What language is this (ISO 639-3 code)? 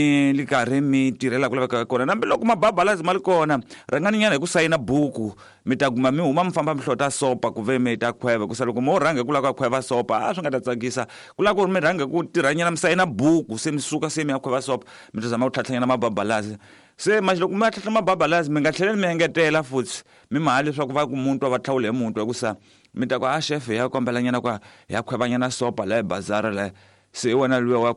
tso